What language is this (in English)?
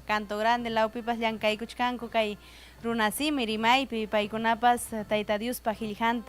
Ayacucho Quechua